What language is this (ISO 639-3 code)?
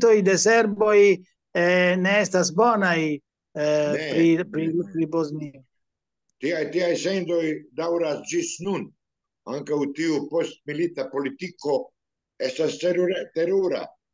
epo